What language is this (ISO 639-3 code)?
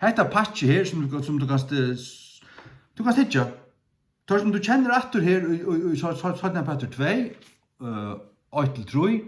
fao